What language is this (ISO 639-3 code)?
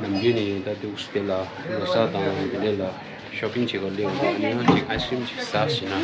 bod